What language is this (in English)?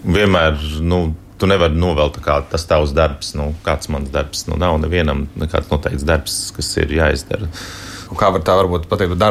Latvian